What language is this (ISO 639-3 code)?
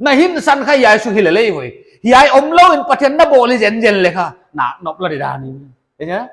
pck